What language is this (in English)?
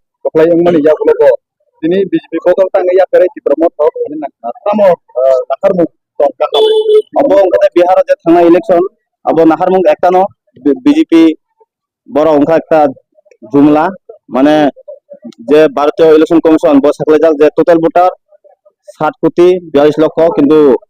Kok Borok